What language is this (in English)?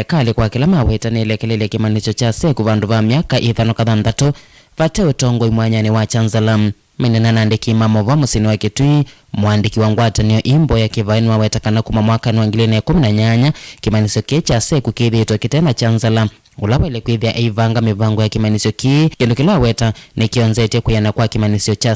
Kamba